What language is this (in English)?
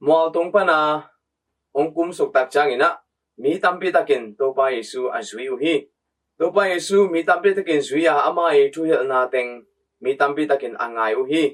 Tedim Chin